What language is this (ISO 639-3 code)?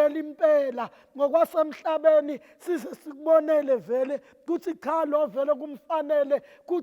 zul